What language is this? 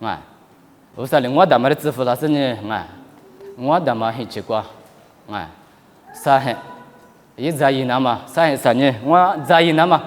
Lisu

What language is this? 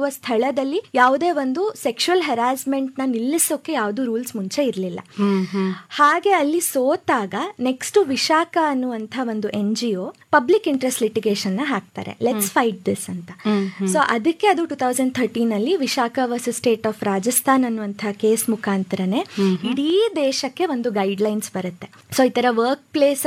Kannada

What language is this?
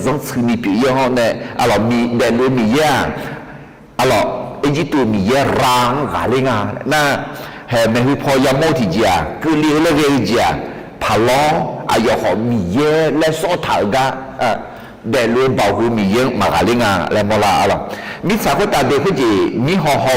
Akha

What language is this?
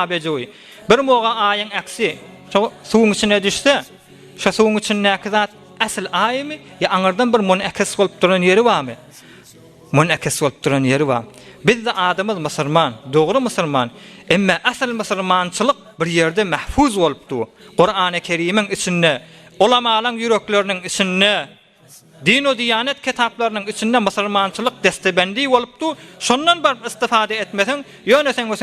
Turkmen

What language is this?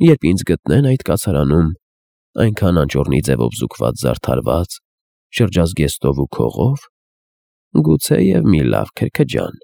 Armenian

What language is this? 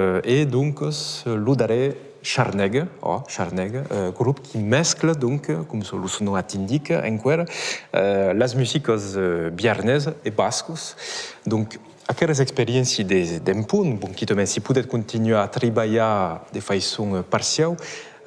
Occitan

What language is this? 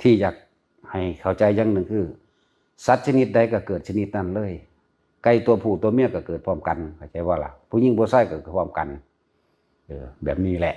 Northeastern Thai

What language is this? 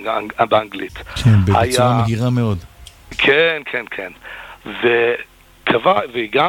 Hebrew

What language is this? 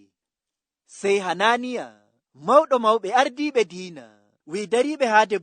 Nigerian Fulfulde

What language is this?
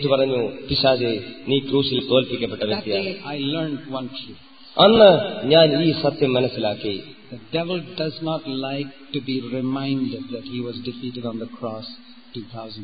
Malayalam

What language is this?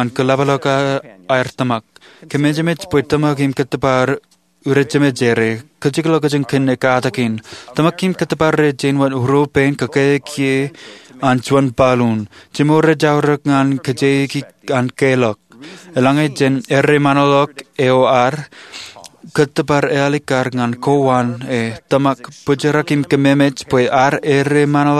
Marshallese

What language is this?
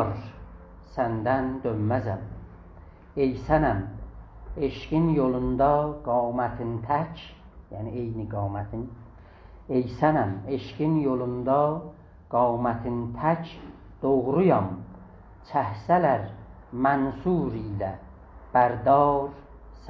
South Azerbaijani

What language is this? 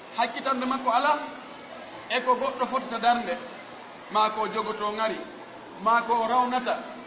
Fula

